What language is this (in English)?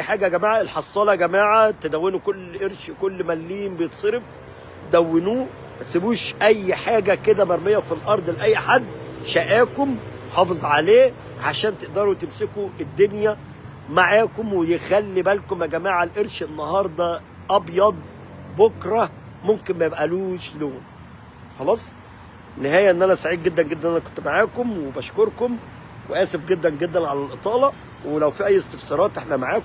Egyptian Arabic